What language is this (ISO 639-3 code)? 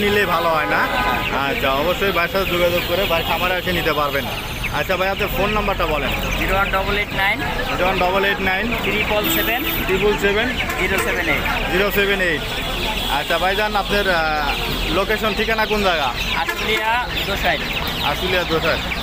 ben